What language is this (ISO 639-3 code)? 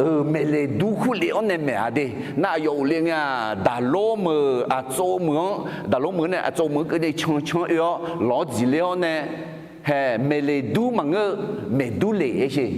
ahk